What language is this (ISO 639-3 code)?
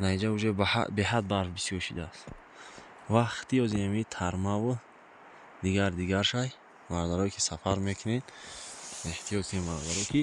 tgk